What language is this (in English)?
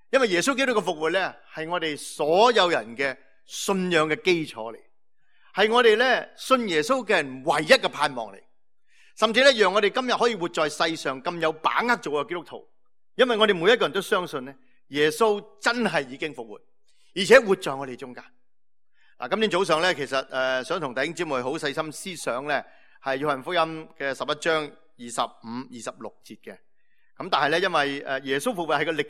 Cantonese